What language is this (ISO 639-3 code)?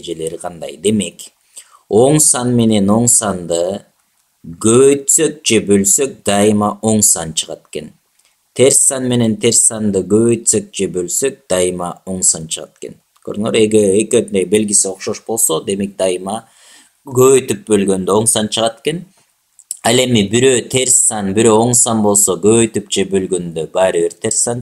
kir